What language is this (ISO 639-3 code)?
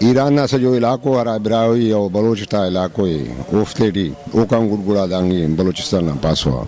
brh